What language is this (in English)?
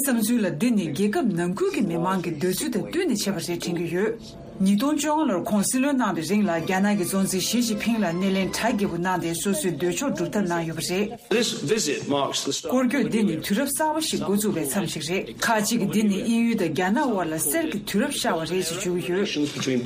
Tibetan